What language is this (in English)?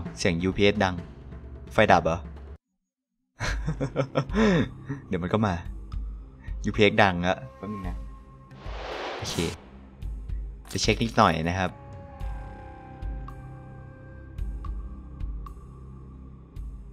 Thai